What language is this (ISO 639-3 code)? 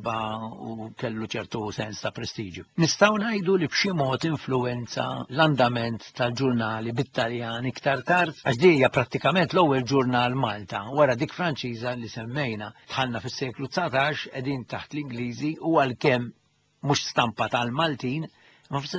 mlt